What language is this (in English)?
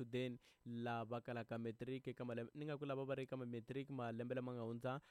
Tsonga